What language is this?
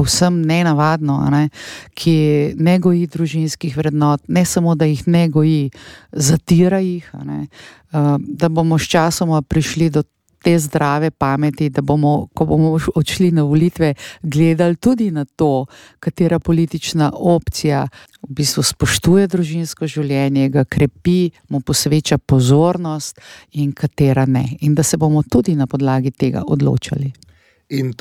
Slovenian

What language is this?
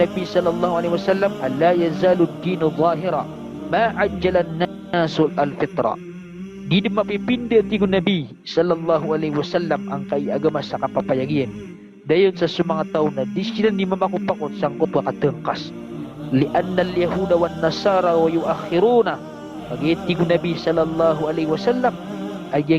Maranao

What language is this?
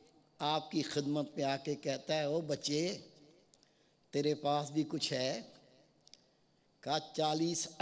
Urdu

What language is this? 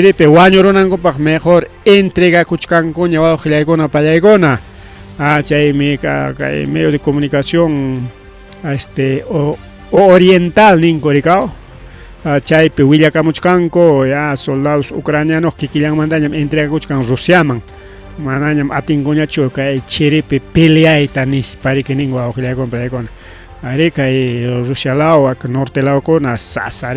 Ayacucho Quechua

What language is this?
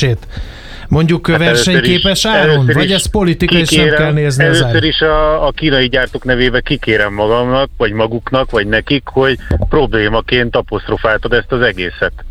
Hungarian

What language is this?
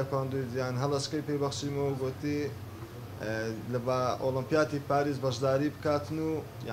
Central Kurdish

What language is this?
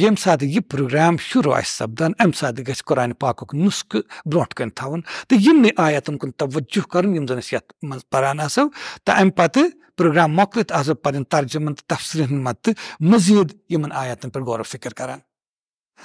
Kashmiri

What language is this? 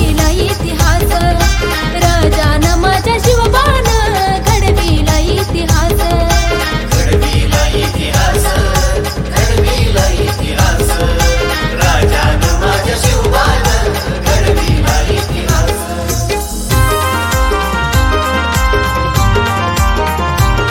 Marathi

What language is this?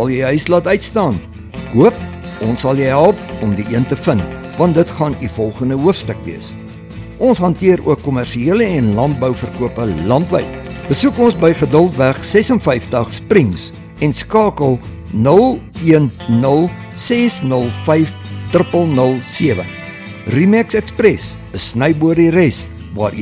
Afrikaans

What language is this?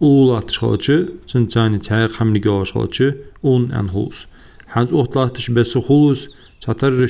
Ingush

